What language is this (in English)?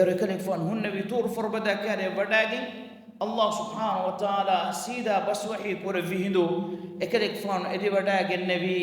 Divehi